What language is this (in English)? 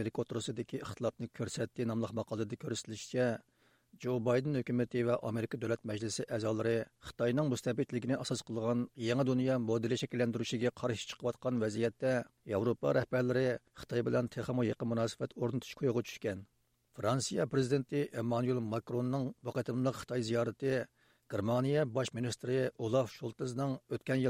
Uyghur